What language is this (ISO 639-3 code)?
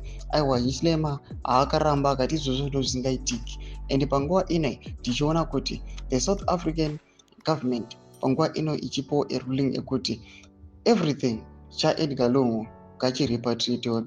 sna